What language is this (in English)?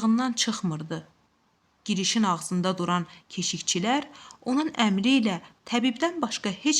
Azerbaijani